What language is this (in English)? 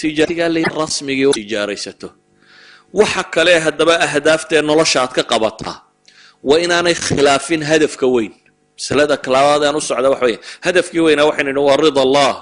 Somali